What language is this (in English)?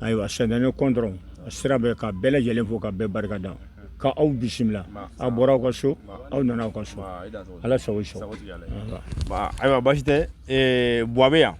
Bambara